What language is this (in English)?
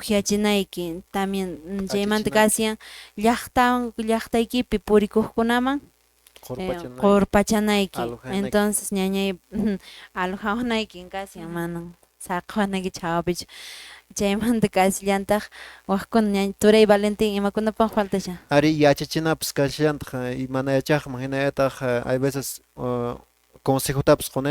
Quechua